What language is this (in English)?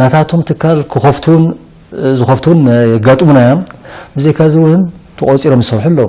Tigrinya